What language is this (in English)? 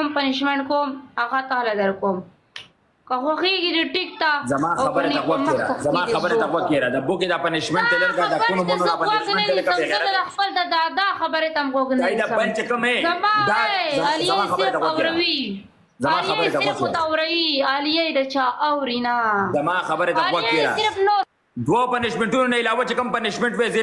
Pashto